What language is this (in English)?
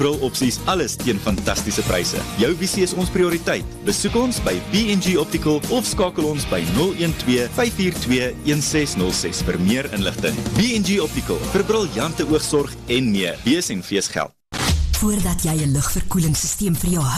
Afrikaans